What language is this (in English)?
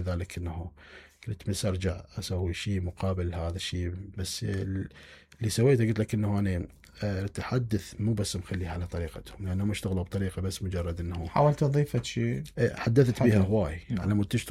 Mesopotamian Arabic